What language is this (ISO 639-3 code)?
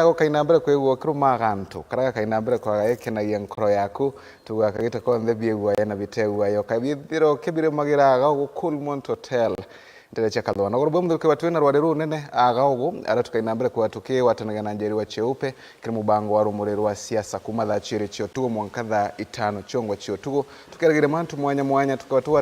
mer